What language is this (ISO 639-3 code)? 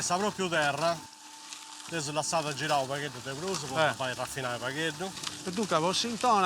srd